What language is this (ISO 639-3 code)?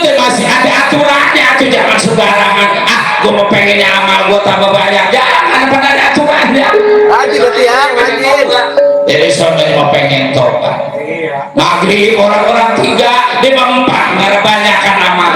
bew